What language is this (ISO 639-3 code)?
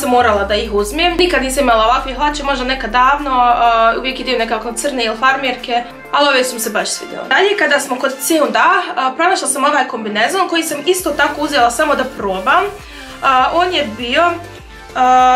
hrv